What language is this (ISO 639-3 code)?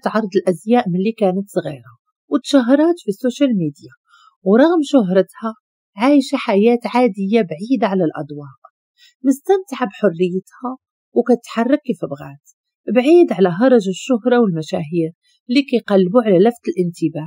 ary